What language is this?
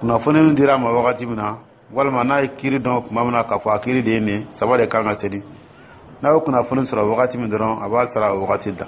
Dyula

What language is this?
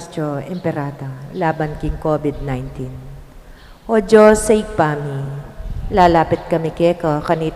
Pampanga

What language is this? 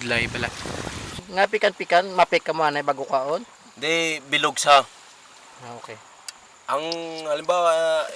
Hiligaynon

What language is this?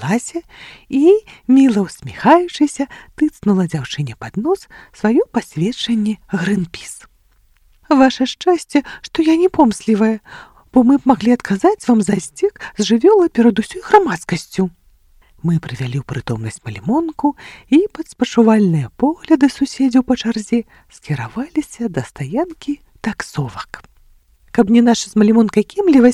Belarusian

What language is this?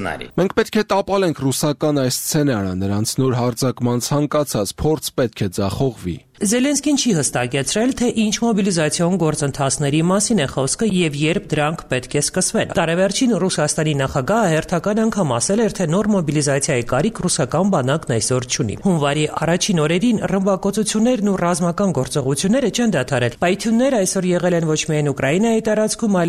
Armenian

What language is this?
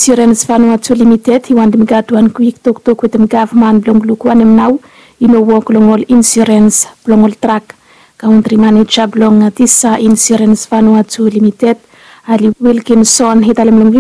Bislama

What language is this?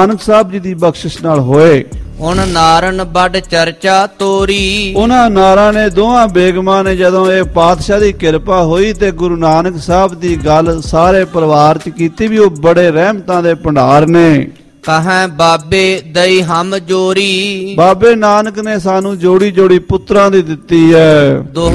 Punjabi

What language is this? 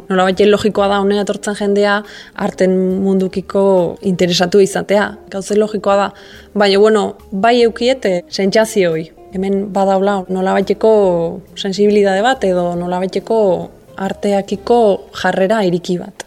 Basque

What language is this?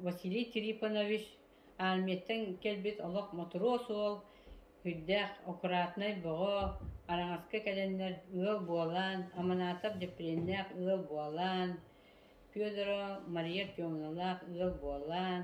Yakut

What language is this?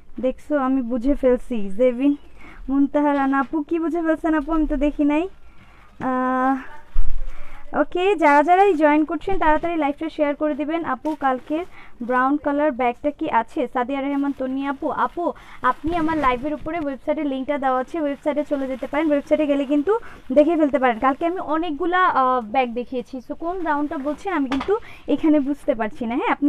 Bangla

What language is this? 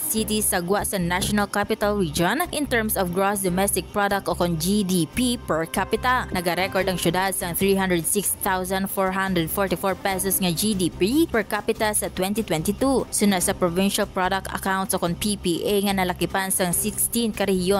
Hiligaynon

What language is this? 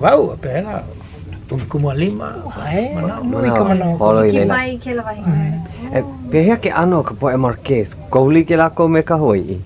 Hawaiian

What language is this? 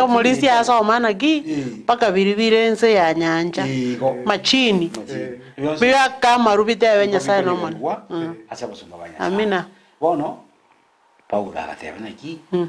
Gusii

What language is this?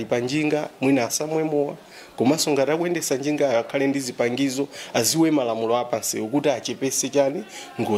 Nyanja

